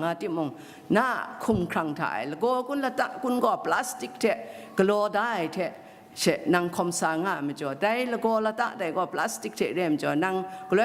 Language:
Kachin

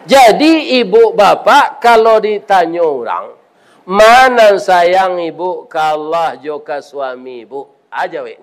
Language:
Minangkabau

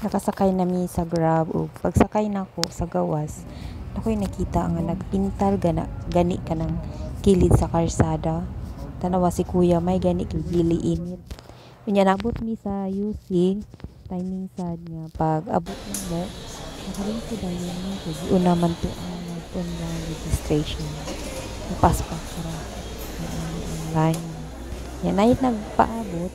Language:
Cebuano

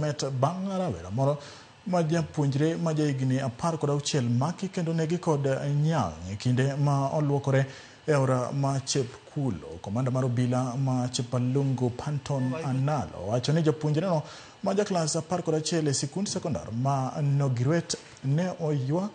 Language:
Luo (Kenya and Tanzania)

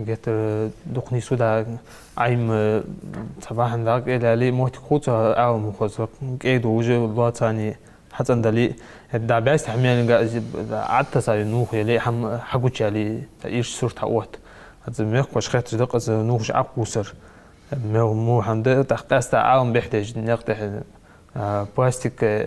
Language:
Ingush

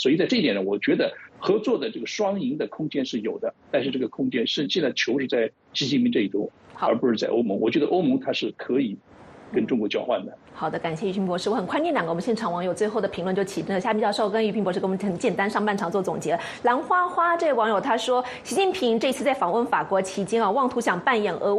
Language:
Chinese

